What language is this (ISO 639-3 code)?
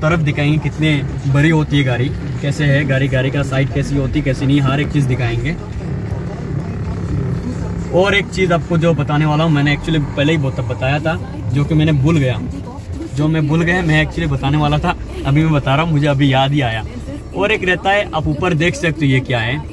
hin